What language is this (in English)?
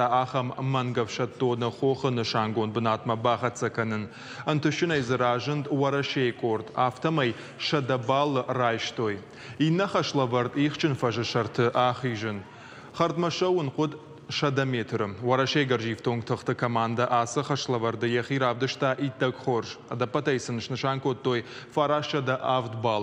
Ossetic